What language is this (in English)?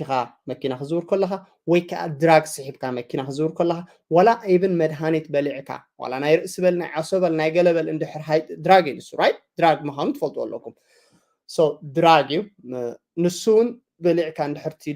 Tigrinya